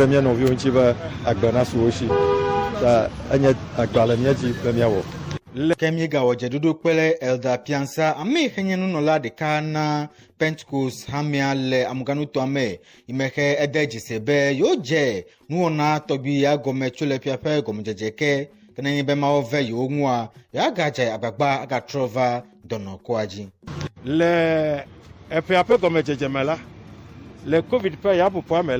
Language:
Ewe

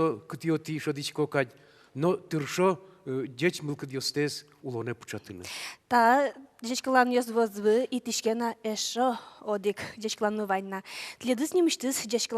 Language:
Udmurt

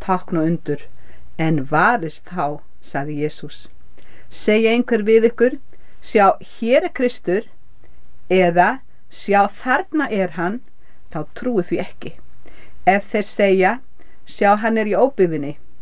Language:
Icelandic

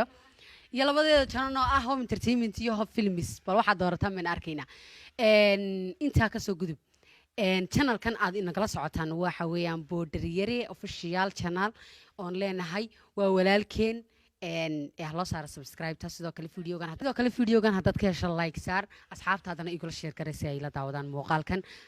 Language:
Somali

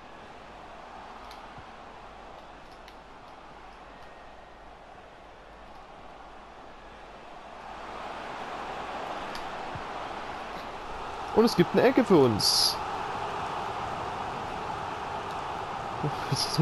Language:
German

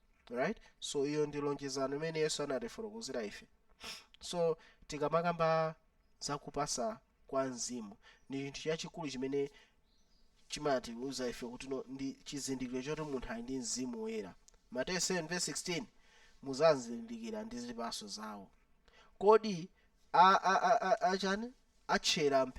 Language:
Nyanja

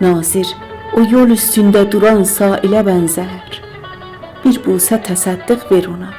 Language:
South Azerbaijani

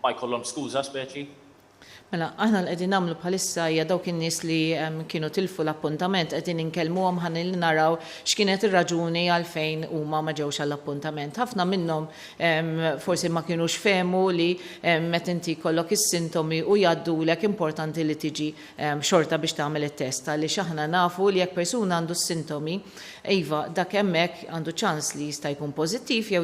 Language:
Maltese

